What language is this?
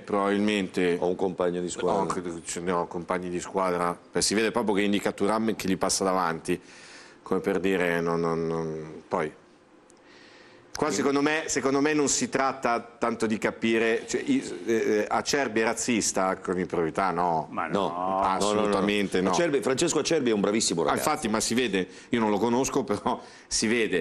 Italian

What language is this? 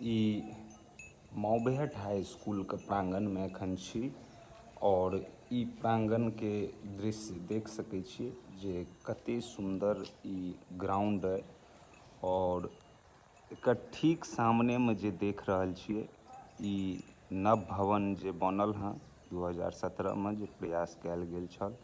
Maithili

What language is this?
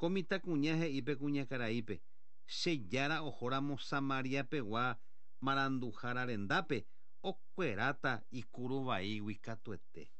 Guarani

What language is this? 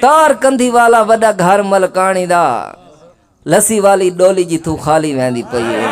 Saraiki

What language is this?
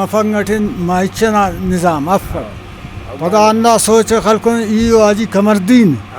Brahui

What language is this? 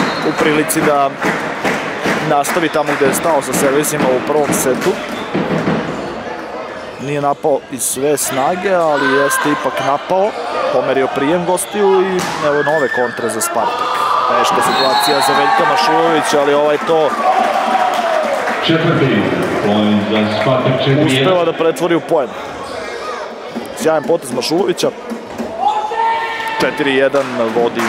Serbian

